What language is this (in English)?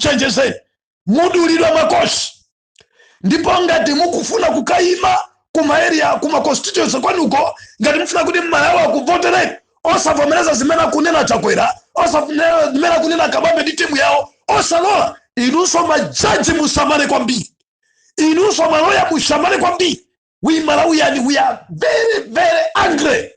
Nyanja